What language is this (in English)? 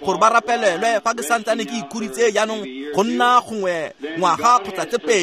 Tswana